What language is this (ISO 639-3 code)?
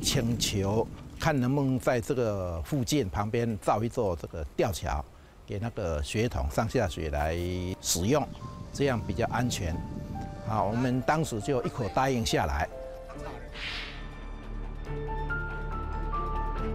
zho